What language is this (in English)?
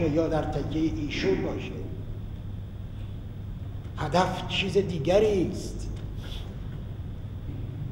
Persian